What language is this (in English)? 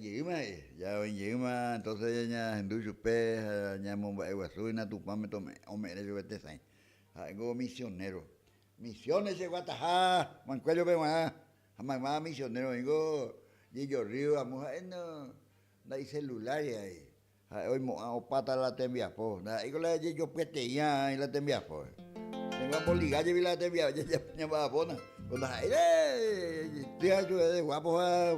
Guarani